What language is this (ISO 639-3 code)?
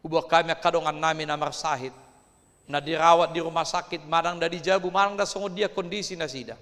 bbc